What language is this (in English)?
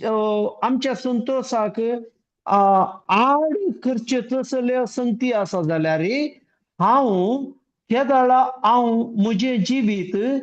Konkani